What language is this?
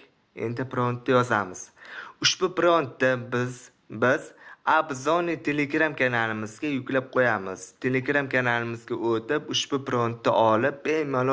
Uzbek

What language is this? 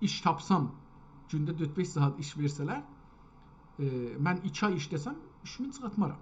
South Azerbaijani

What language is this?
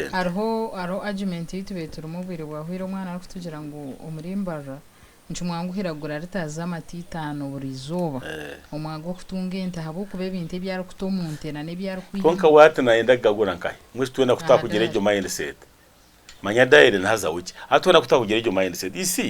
Nyankole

